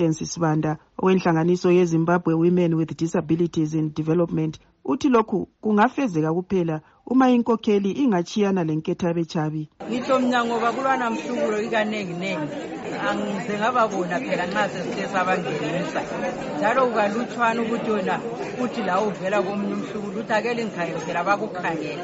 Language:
North Ndebele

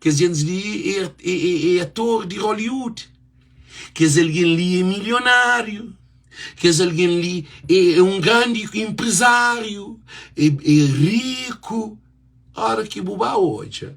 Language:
Kabuverdianu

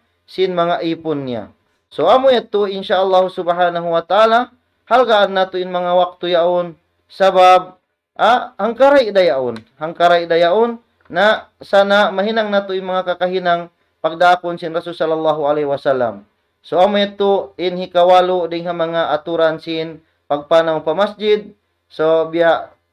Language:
Tausug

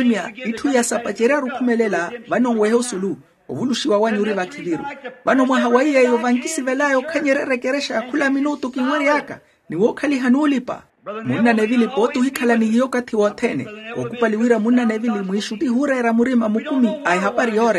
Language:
Makhuwa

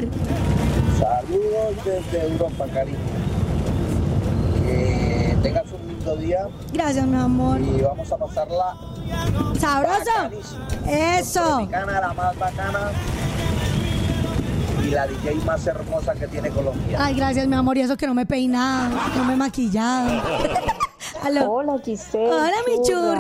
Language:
Spanish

